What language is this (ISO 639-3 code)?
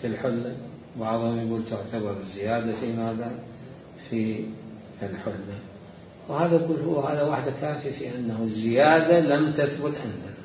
acm